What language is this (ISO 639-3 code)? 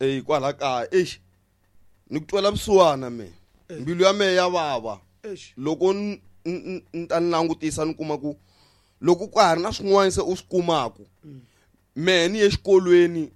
tso